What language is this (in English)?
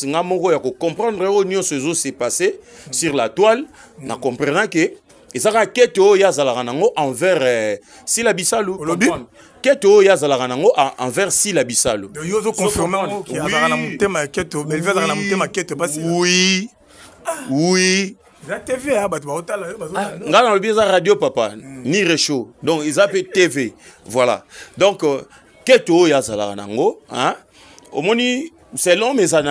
Lingala